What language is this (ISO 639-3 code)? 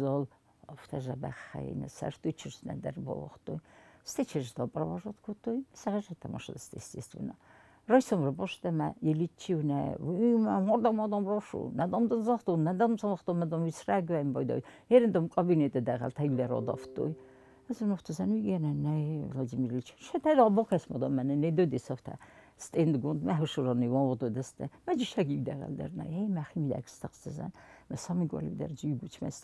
oss